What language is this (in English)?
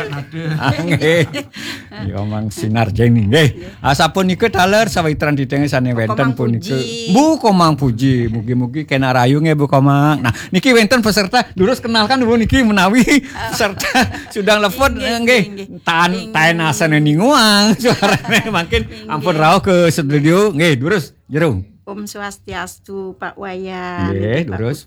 Balinese